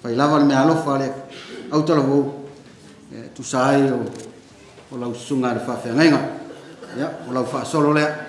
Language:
Samoan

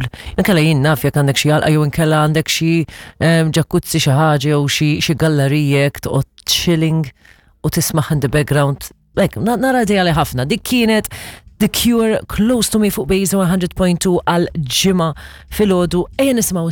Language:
Maltese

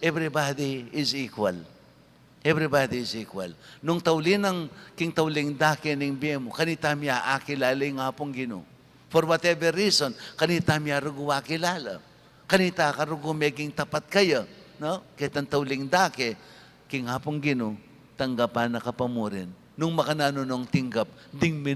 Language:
Pampanga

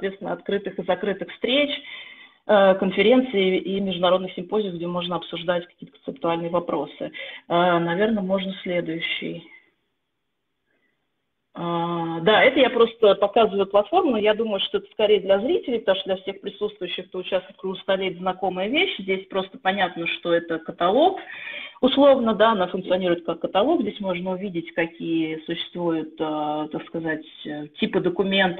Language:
Russian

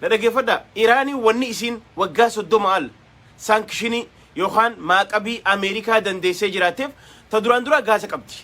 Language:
Oromo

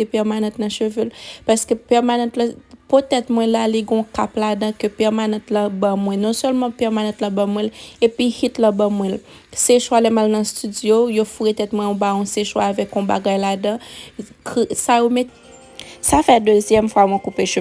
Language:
Haitian Creole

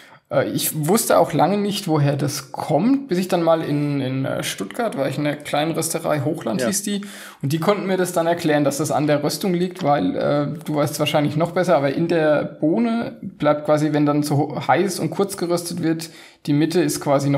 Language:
German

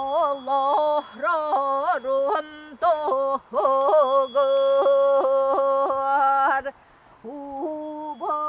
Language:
Yakut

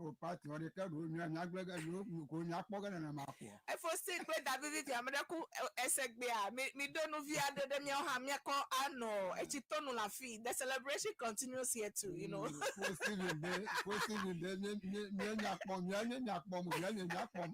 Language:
Ewe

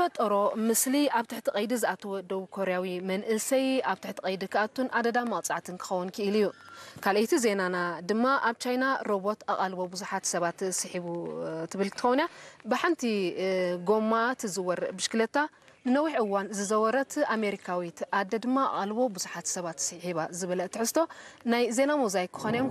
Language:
Tigrinya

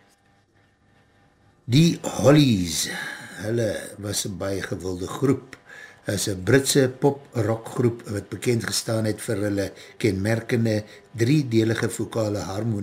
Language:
Afrikaans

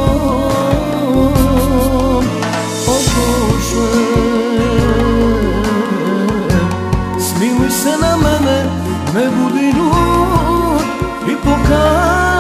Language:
Croatian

